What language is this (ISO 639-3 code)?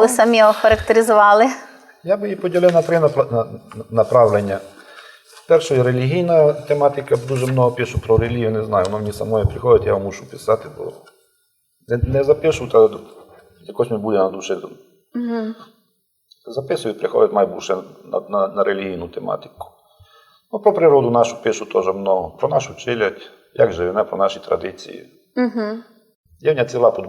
rue